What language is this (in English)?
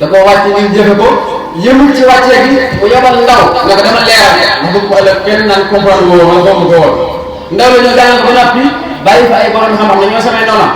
Wolof